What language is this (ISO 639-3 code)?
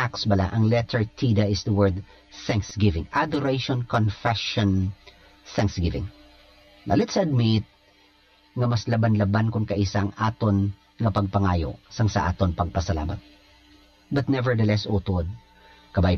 hil